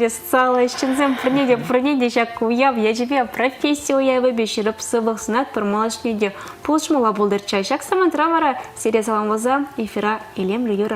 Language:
Chuvash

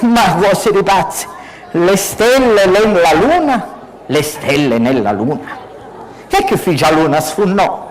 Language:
Sicilian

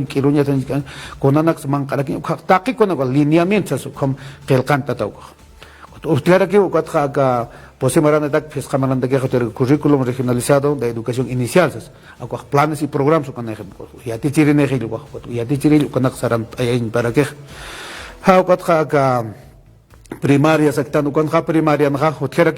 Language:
Aymara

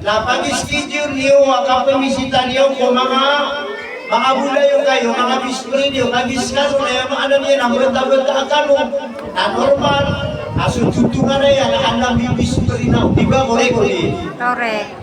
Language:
Maranao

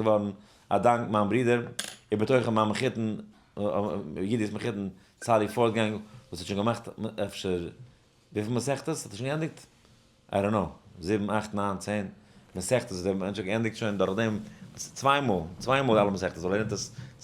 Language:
Yiddish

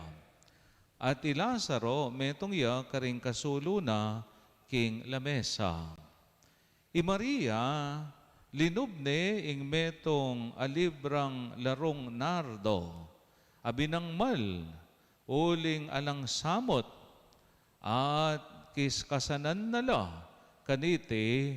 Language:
Pampanga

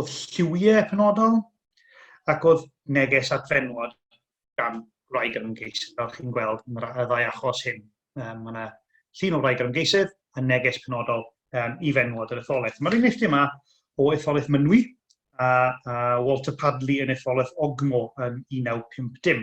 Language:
Welsh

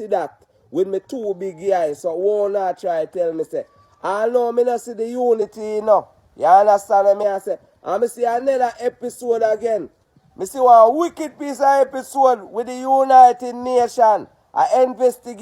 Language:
Jamaican Creole English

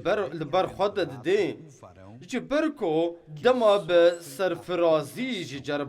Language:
Kurdish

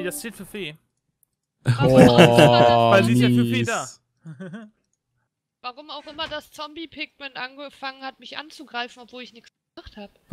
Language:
German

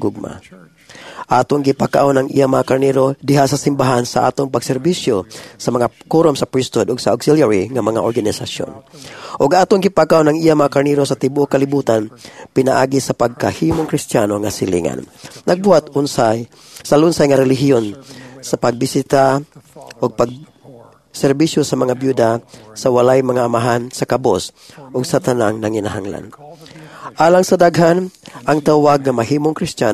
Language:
Cebuano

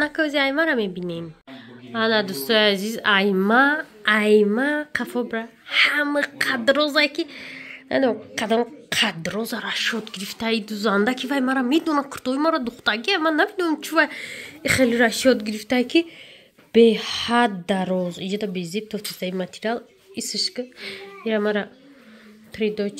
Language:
Tajik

